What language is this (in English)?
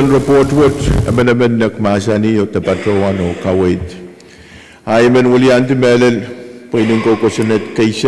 Pohnpeian